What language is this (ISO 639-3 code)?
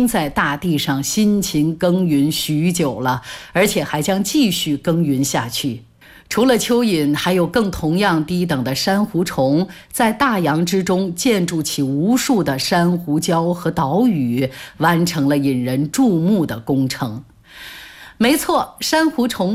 zho